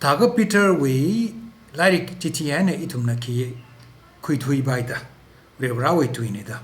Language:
Tangkhul Naga (India)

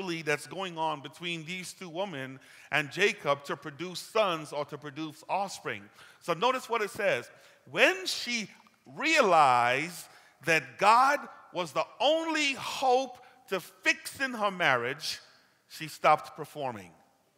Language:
English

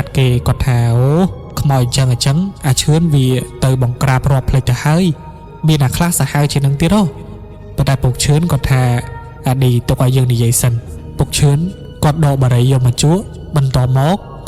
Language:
Khmer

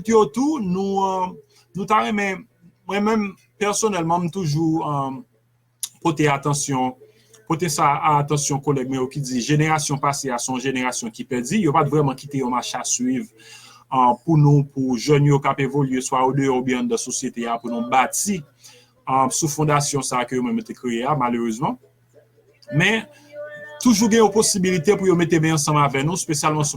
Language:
Haitian Creole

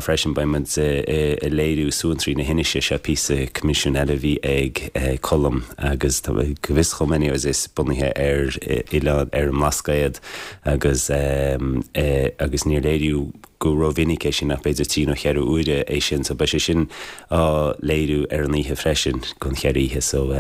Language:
Irish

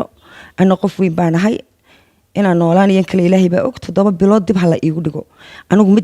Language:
Somali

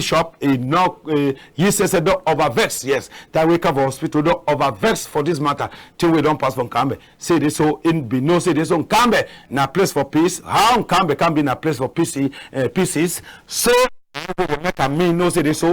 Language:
Cameroon Pidgin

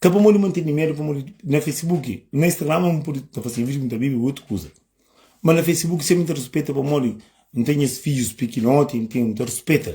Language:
Kabuverdianu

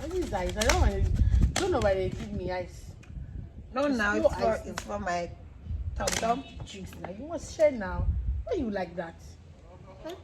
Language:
Jamaican Creole English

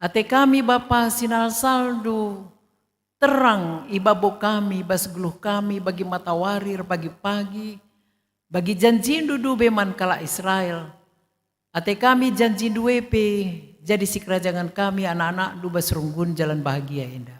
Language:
Batak Karo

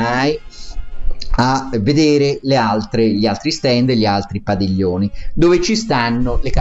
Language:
Italian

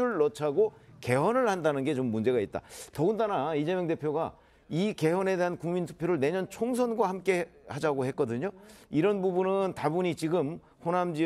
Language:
Korean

